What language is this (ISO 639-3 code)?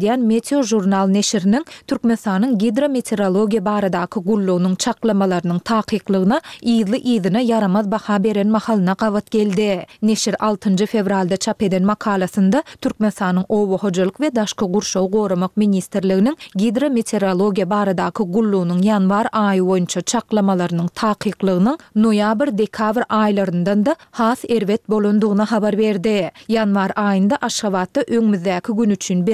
tuk